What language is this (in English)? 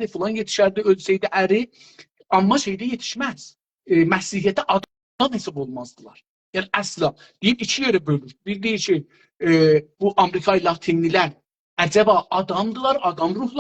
South Azerbaijani